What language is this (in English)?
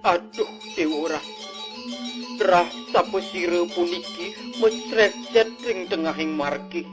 Balinese